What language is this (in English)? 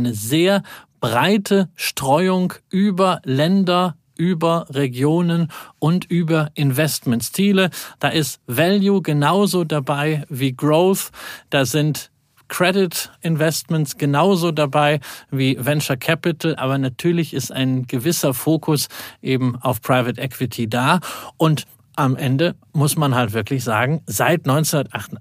German